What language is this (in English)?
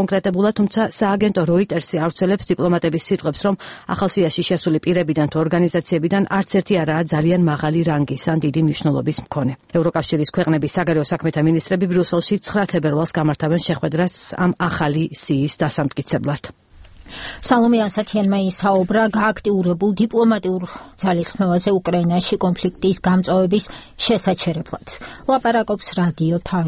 Georgian